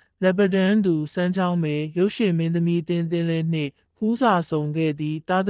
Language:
Burmese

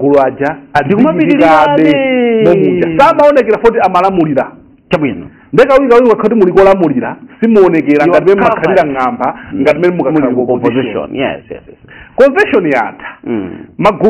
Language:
Nyanja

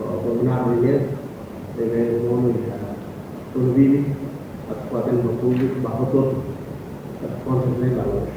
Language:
Tetum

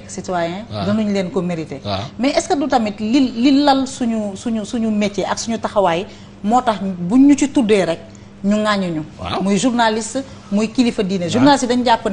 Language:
Wolof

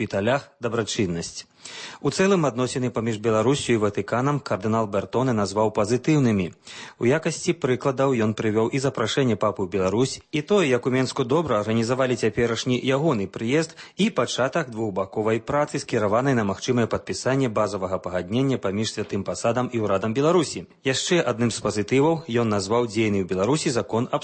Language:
Belarusian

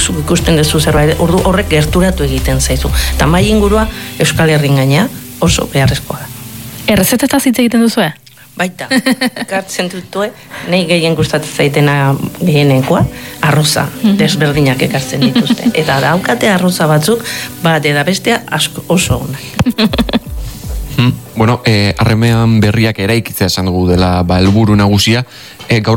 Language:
Basque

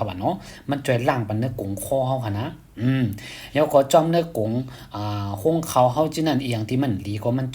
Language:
Shan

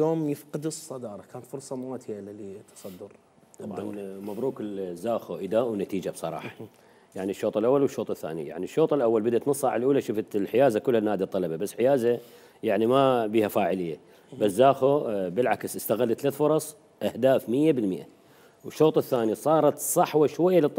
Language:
Mesopotamian Arabic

